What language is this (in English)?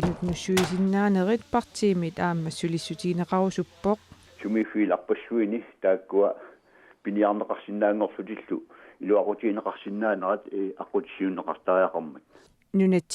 Kalaallisut